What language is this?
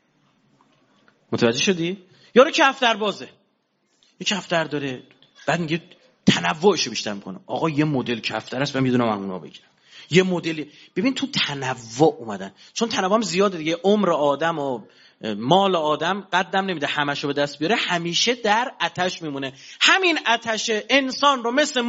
Persian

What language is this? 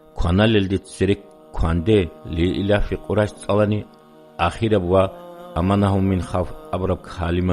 Avaric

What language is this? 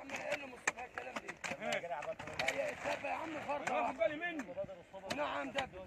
Egyptian Arabic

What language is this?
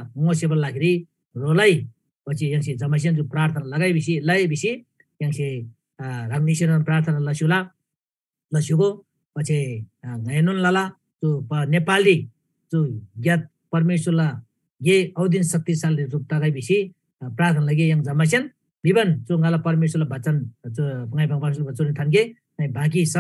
Eastern Tamang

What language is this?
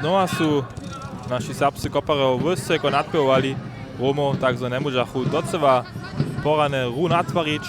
Upper Sorbian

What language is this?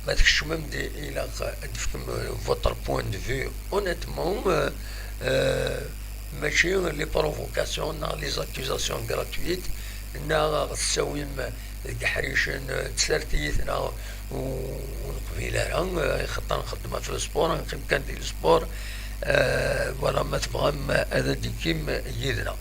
Kabyle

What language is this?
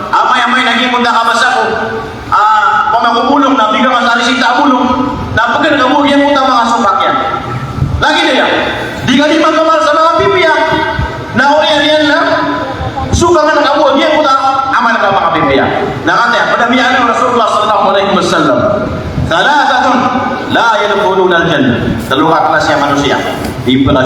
Maranao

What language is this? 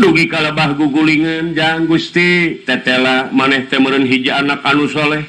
Sundanese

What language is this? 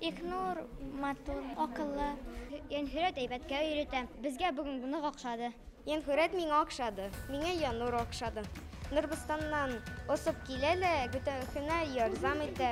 Bashkir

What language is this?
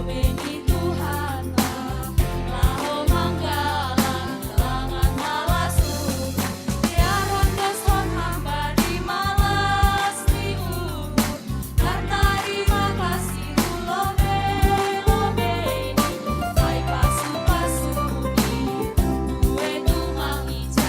Batak Simalungun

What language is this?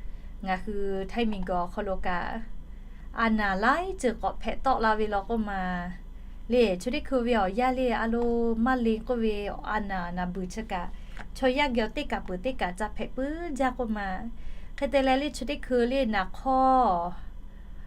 Lahu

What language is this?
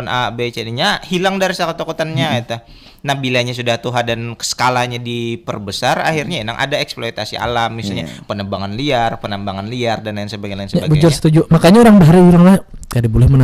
Banjar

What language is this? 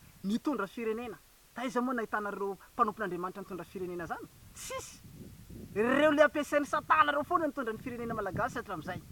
Malagasy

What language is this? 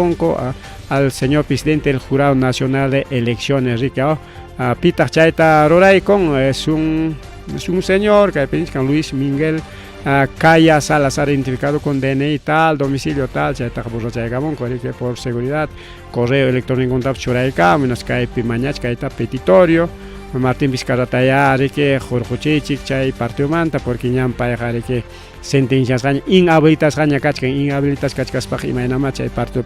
Ayacucho Quechua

